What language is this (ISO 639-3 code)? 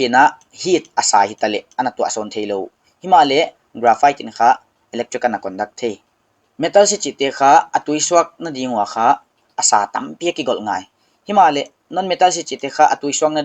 pck